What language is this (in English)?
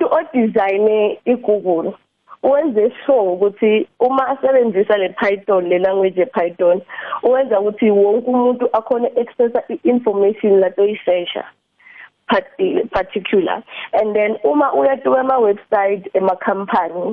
South Ndebele